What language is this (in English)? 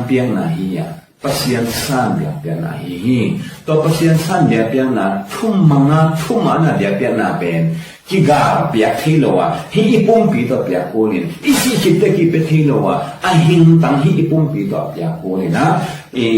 Tedim Chin